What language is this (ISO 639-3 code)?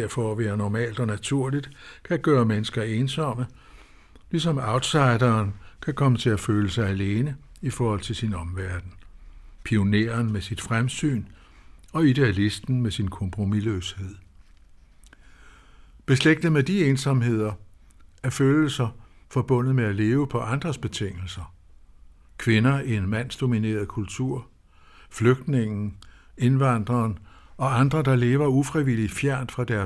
dan